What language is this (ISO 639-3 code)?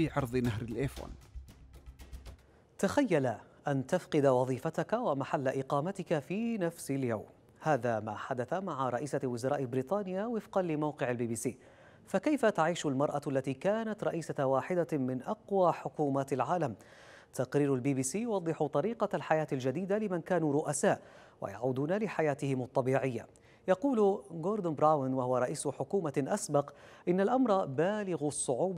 ara